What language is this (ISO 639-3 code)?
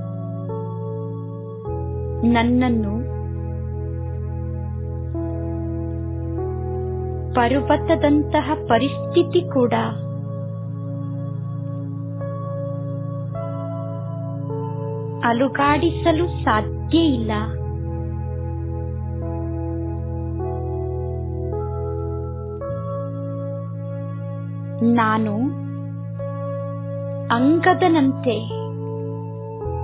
kan